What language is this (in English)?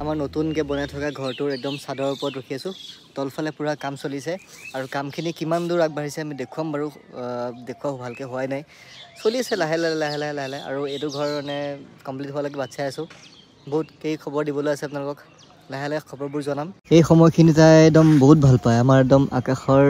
Assamese